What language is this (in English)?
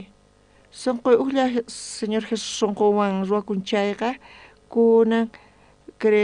South Bolivian Quechua